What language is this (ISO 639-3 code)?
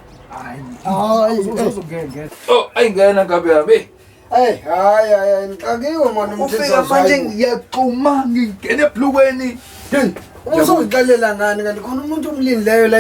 zul